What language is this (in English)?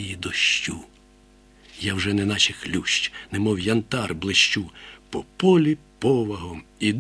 Ukrainian